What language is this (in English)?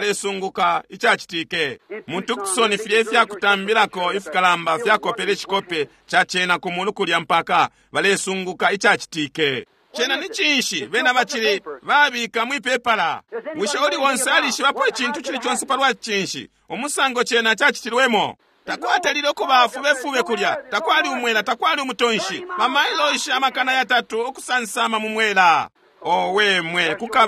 Bemba